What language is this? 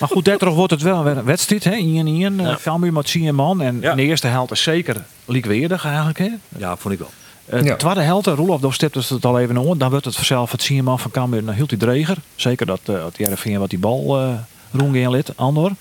Western Frisian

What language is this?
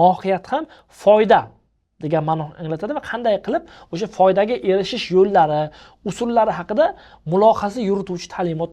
Uzbek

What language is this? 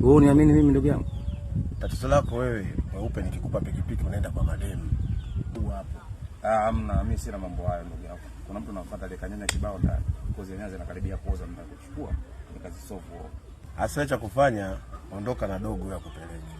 Swahili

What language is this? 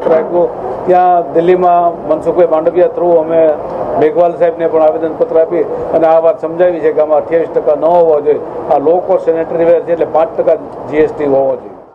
Gujarati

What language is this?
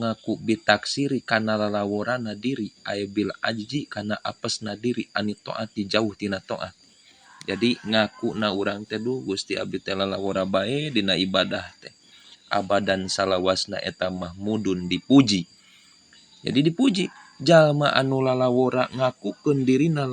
Sundanese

